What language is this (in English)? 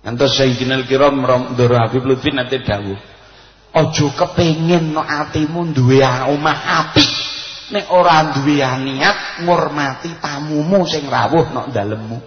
Javanese